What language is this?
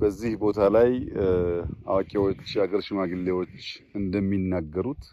Amharic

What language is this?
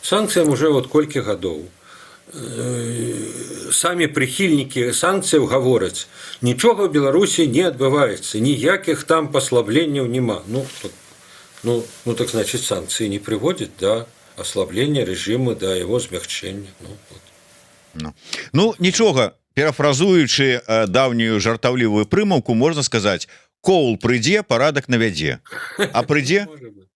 Belarusian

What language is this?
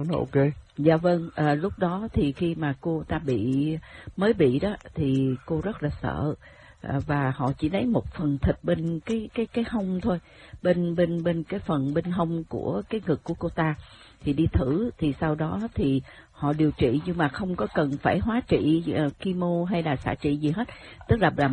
Vietnamese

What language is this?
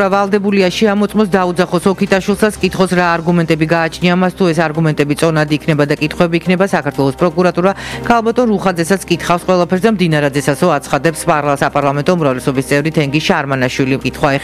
Georgian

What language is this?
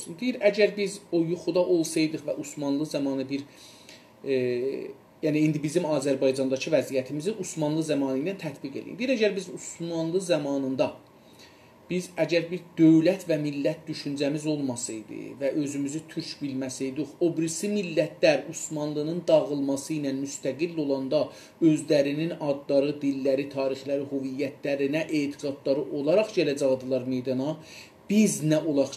South Azerbaijani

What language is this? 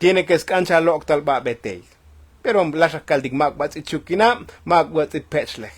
Tzotzil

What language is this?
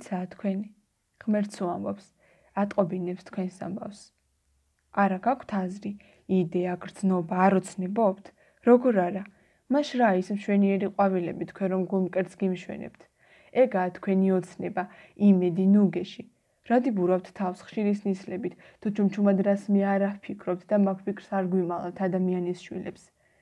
Georgian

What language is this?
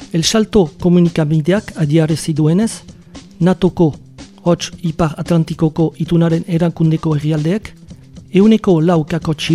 Basque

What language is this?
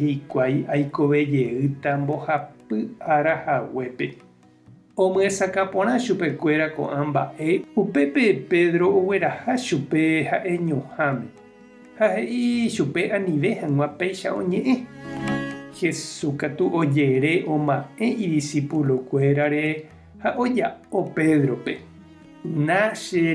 Guarani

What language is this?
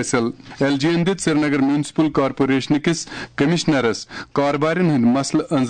Kashmiri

